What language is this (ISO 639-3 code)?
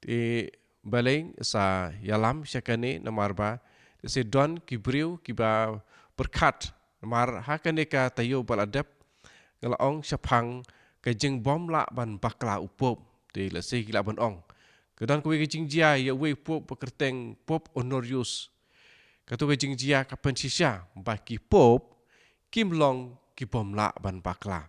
kha